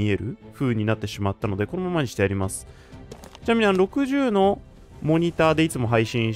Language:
Japanese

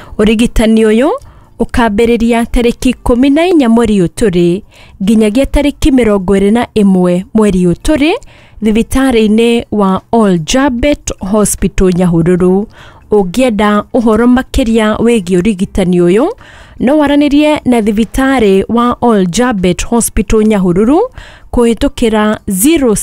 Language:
Kikuyu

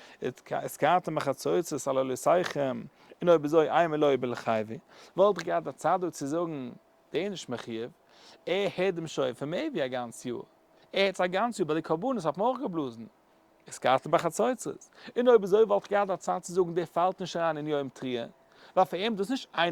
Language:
Yiddish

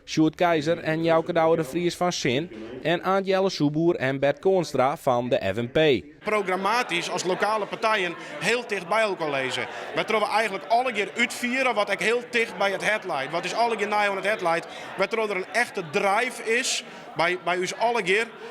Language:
Western Frisian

